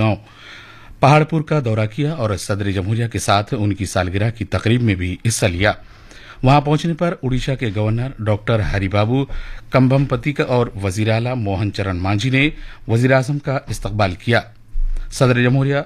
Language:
Urdu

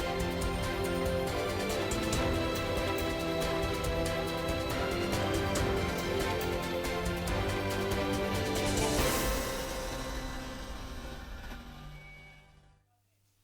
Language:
Ossetic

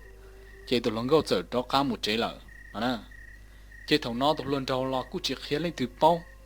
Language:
Hmong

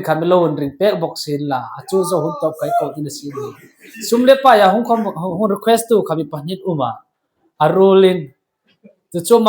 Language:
Hmar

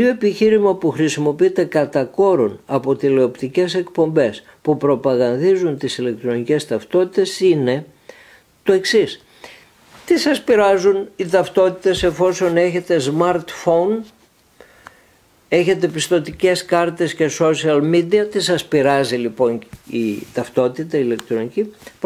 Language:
Greek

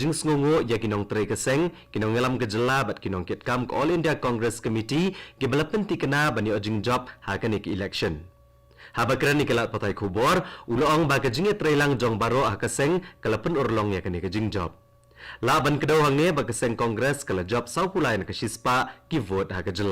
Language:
Khasi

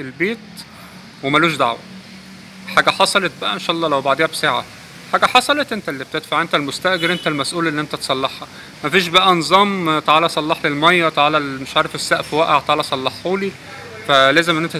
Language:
Egyptian Arabic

